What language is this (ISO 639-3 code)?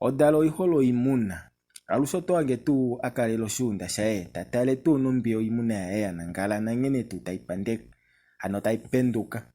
kua